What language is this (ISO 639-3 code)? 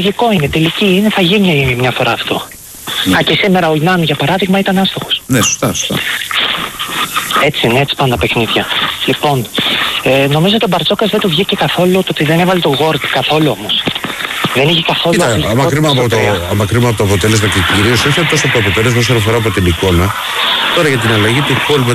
ell